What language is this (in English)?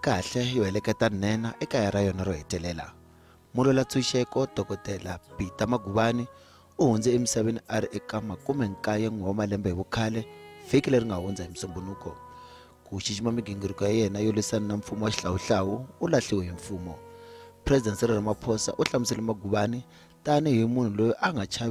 Tsonga